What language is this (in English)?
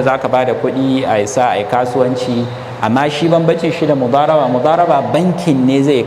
Hausa